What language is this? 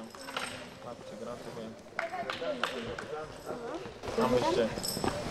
Slovak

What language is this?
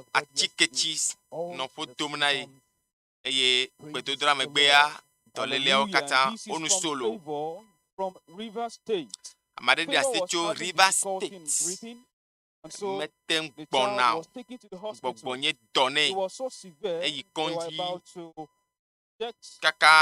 Ewe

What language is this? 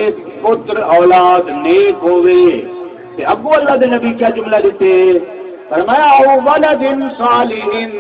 Saraiki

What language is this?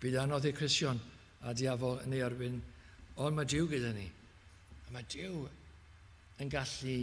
Welsh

